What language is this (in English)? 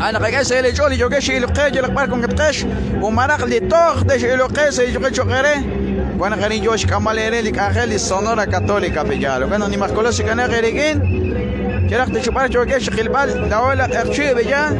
Kekchí